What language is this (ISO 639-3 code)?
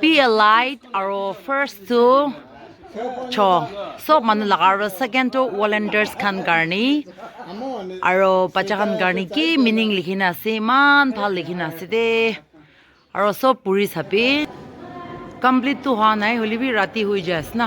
nag